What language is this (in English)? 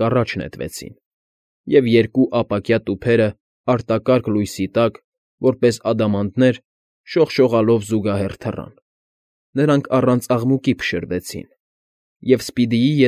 Armenian